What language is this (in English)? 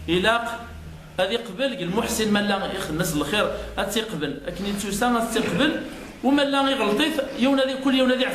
Kabyle